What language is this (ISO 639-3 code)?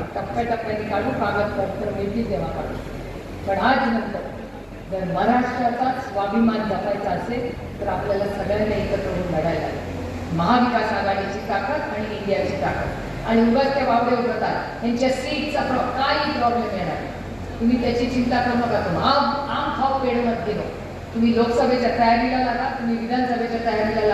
mar